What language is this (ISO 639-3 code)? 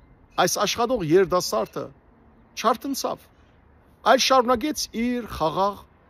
hyw